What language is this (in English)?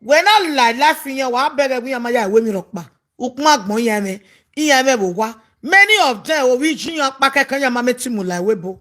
Nigerian Pidgin